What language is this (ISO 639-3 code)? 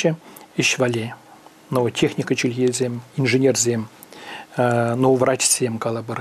chv